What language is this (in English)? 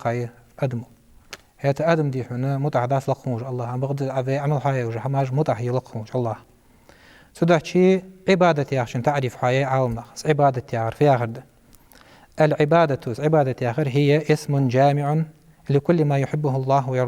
Ingush